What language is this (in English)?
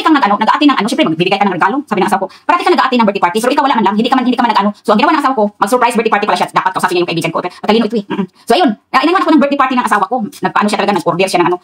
Filipino